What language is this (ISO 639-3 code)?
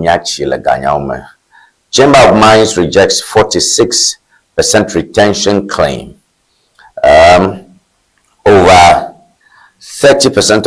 ewe